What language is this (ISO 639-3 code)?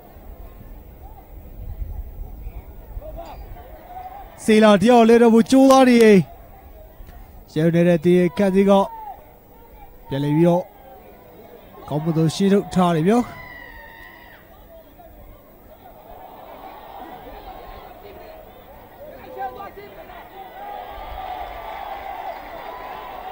mya